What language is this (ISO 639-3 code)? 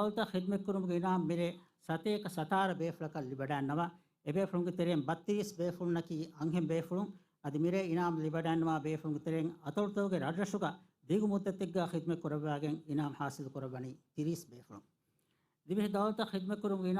div